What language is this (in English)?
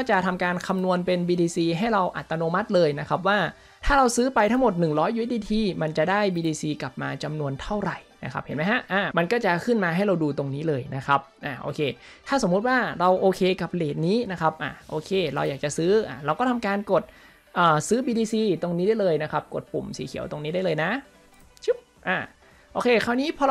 Thai